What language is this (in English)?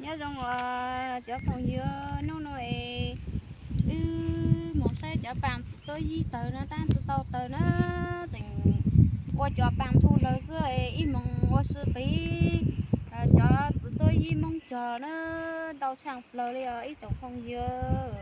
Hmong